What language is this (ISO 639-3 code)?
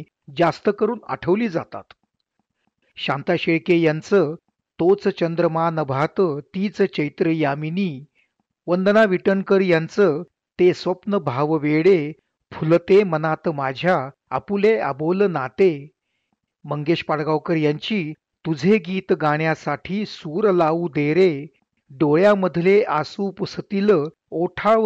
mar